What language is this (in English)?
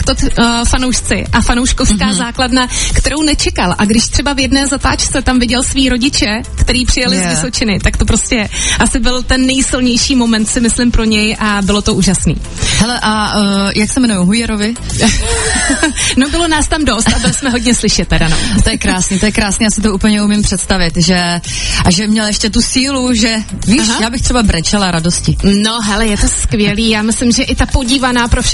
Czech